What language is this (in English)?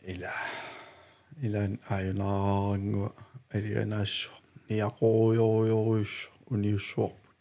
Kalaallisut